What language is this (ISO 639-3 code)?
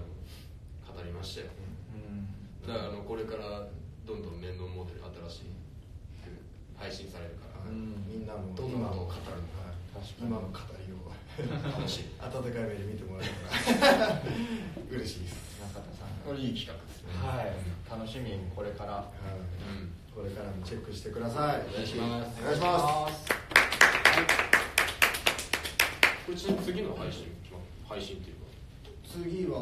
jpn